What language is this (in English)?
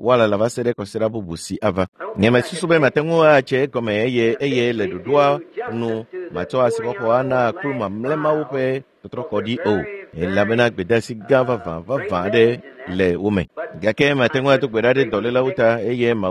Ewe